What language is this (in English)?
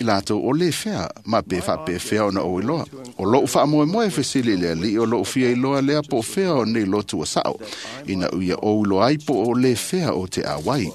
Samoan